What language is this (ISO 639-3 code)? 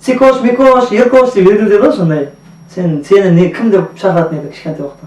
kaa